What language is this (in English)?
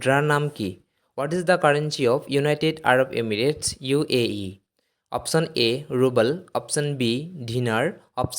Assamese